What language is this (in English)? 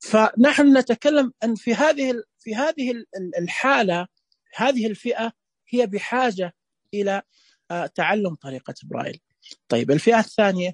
Najdi Arabic